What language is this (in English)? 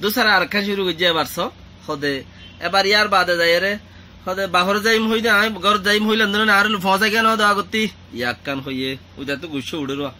Rohingya